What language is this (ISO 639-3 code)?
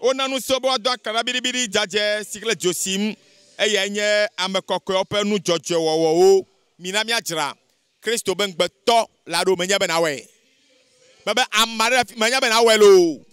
ewe